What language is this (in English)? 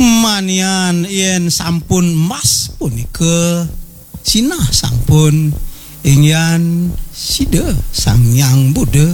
Balinese